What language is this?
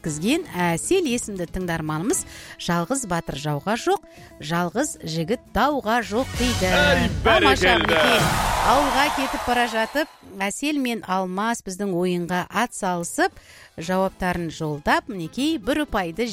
Kazakh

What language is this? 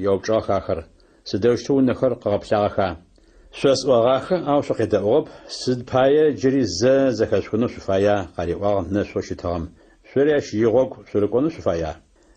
Adyghe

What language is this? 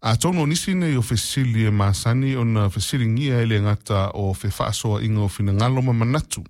Samoan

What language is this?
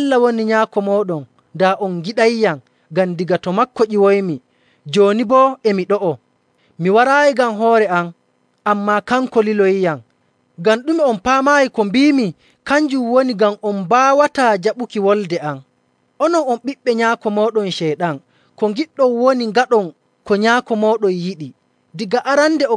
Nigerian Fulfulde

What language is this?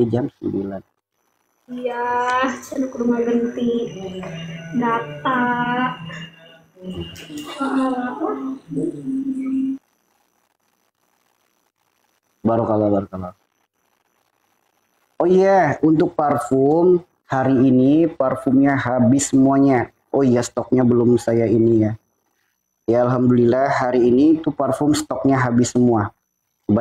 Indonesian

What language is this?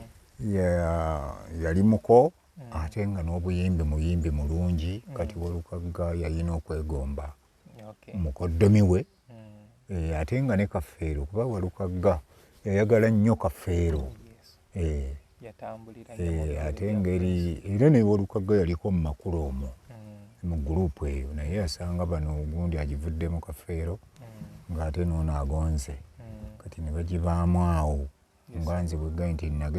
Ganda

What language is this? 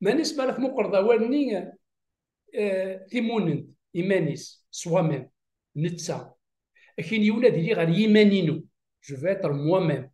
Kabyle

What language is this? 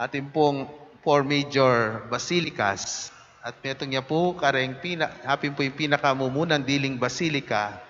Pampanga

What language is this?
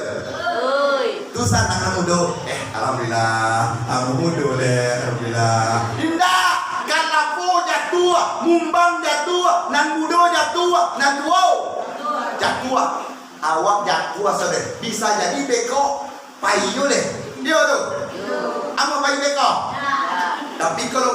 Minangkabau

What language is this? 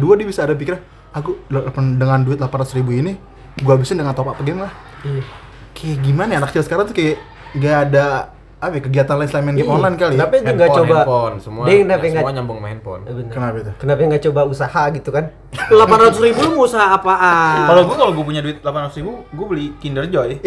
Indonesian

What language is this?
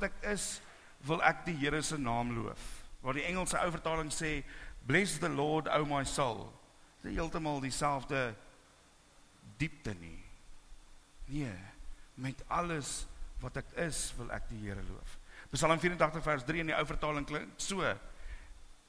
Afrikaans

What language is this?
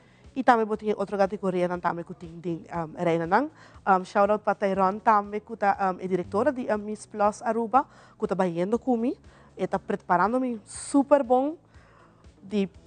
Papiamento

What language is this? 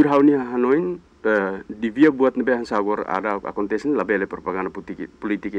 Tetum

